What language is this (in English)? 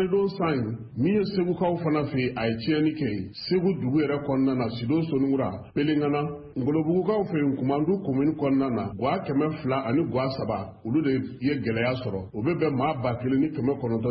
Bambara